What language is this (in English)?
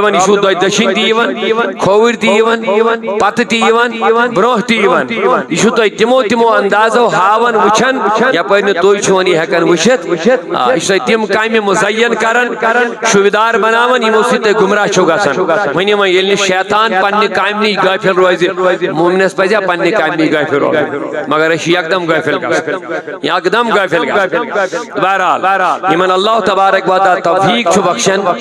Kashmiri